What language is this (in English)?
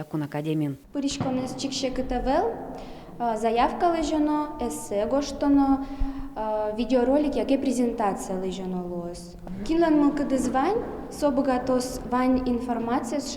Udmurt